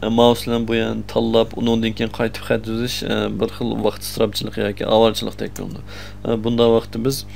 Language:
Uyghur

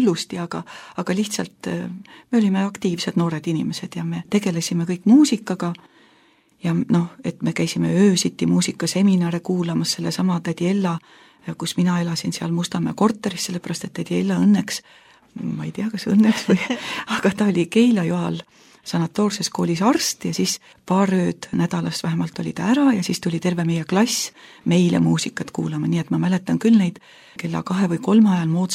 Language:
Estonian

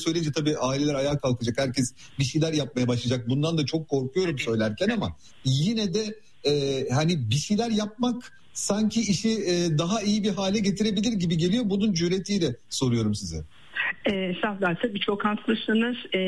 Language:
Turkish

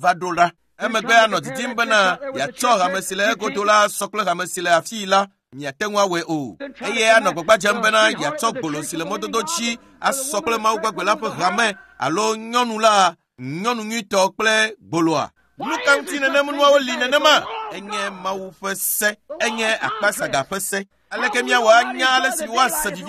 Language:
Ewe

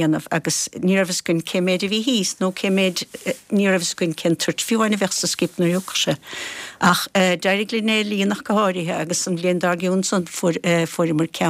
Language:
Irish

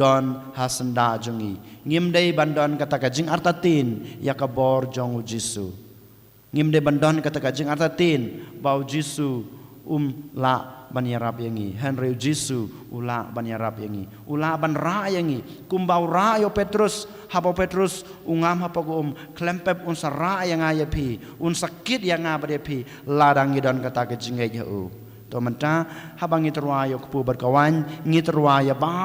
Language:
Khasi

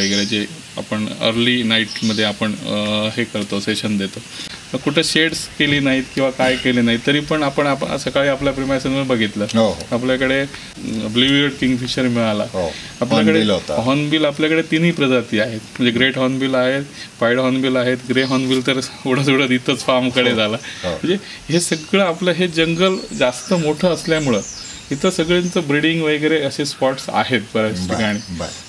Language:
Marathi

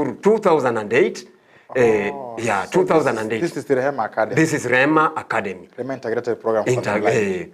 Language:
Gusii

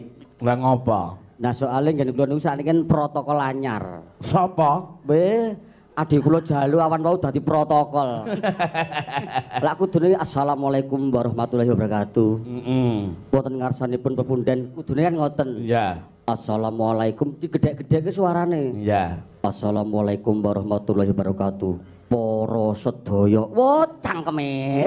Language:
Javanese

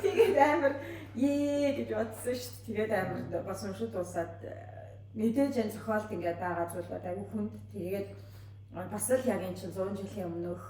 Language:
Mongolian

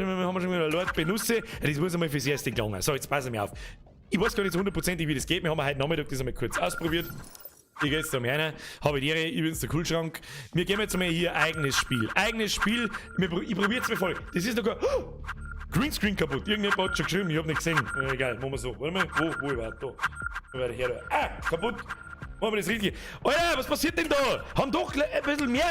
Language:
Bavarian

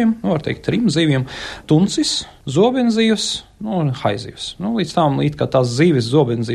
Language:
Latvian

